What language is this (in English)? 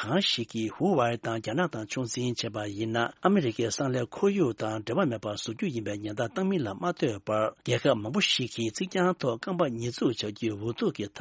Tibetan